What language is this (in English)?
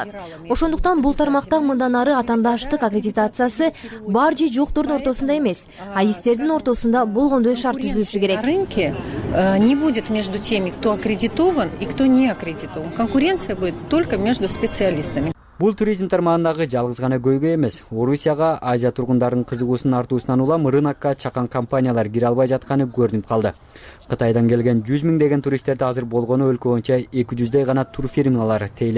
Kyrgyz